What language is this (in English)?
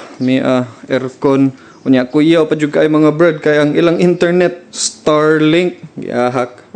Cebuano